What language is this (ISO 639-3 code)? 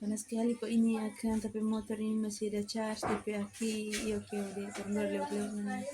xmm